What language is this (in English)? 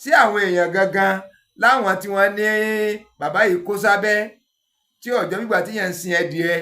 Yoruba